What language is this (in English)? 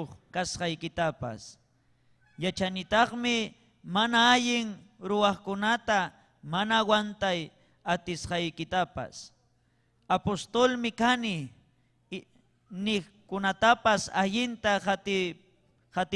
Ayacucho Quechua